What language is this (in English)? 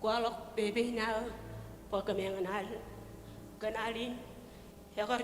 Marshallese